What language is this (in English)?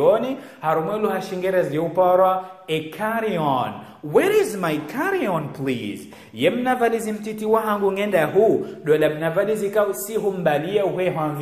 Ngazidja Comorian